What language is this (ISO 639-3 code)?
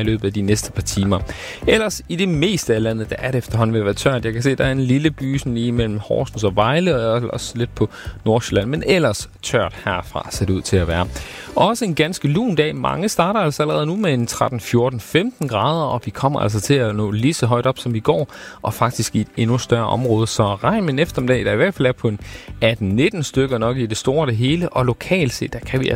dan